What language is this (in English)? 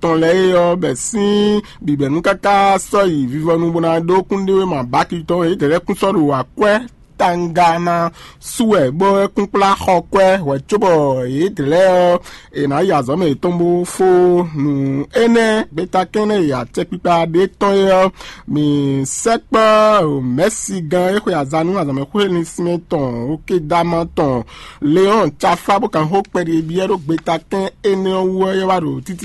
Fon